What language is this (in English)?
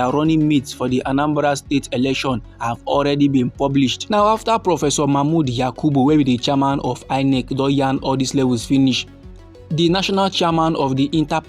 Nigerian Pidgin